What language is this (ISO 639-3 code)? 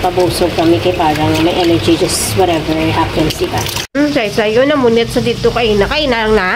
hil